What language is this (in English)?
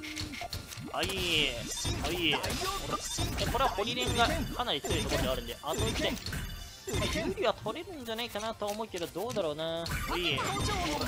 Japanese